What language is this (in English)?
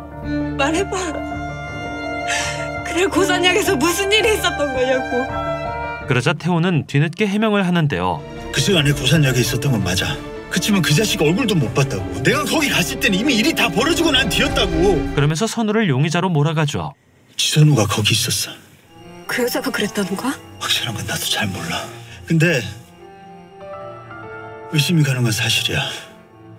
Korean